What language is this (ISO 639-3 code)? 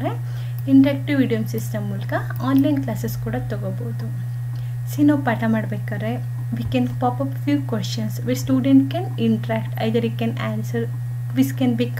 kan